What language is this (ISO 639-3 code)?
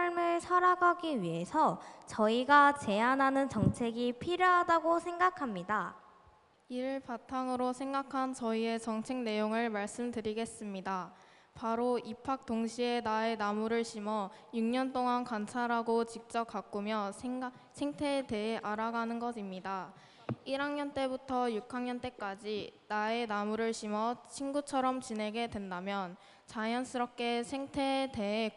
kor